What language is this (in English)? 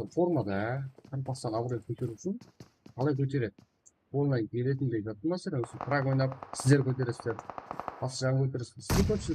Kara-Kalpak